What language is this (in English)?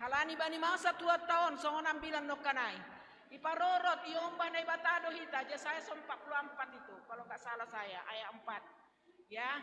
Batak Simalungun